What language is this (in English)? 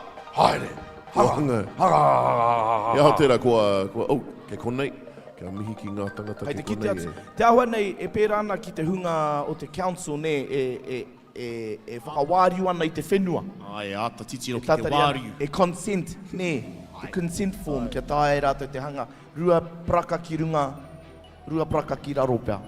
Māori